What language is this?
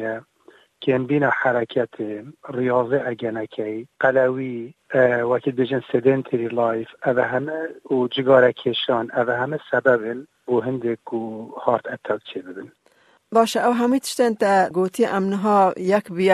Kurdish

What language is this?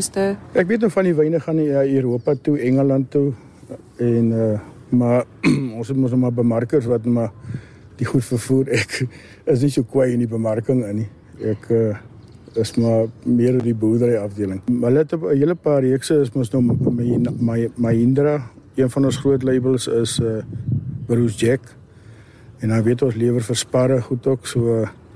Afrikaans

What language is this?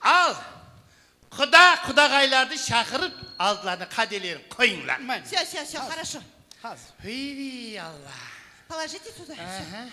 Kara-Kalpak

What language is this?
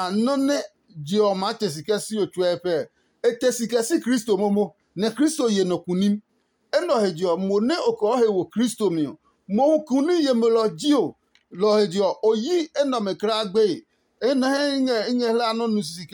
Adangme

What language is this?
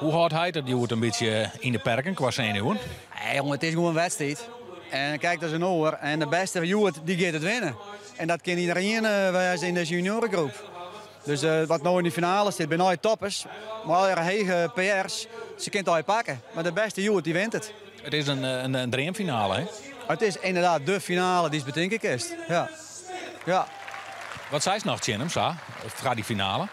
Western Frisian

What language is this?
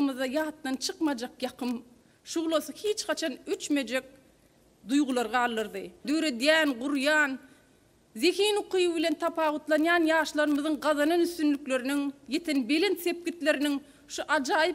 Turkmen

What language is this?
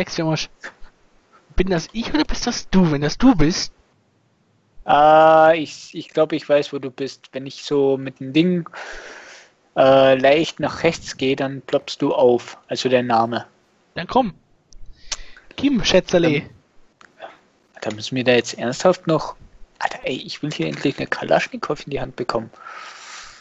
German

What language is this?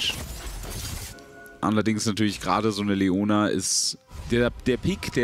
German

